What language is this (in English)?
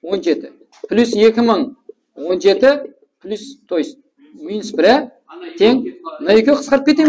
Kara-Kalpak